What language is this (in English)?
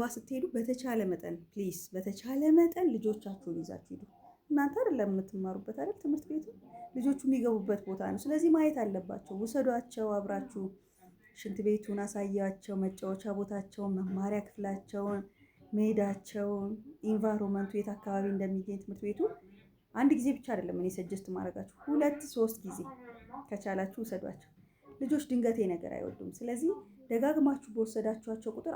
Amharic